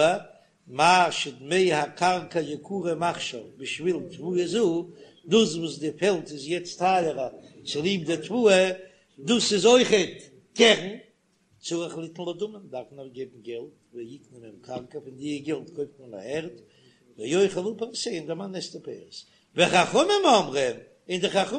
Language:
Yiddish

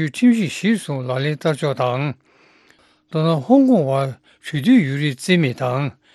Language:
Tibetan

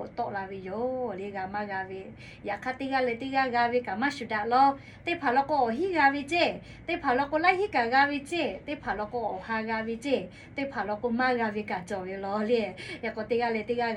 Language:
Lahu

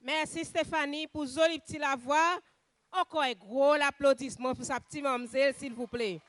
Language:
Seselwa Creole French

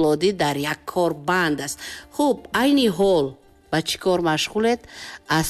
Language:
Tajik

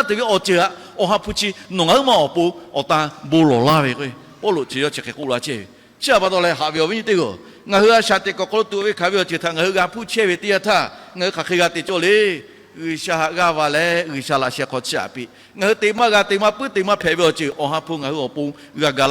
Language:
Lahu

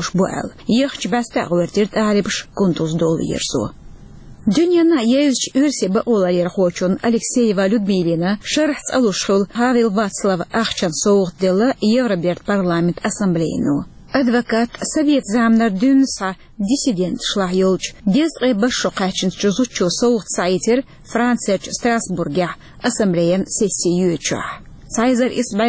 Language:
Chechen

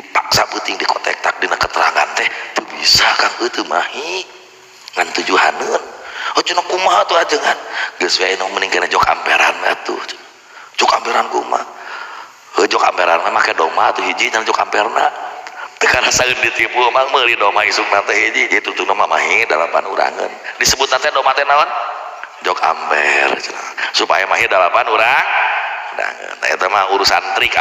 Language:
Sundanese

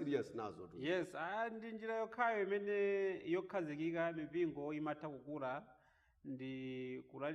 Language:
Nyanja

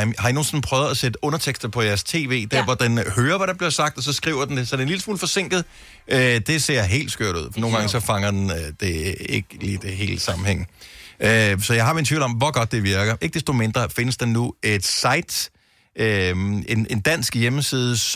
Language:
Danish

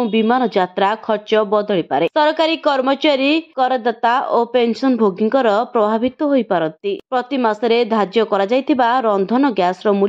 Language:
Odia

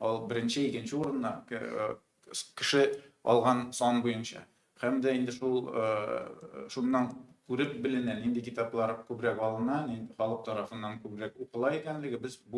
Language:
Tatar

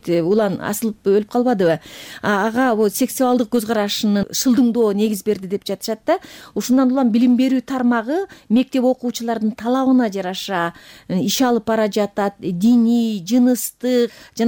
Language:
Kyrgyz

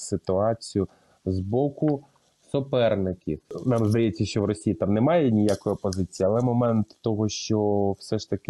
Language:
Ukrainian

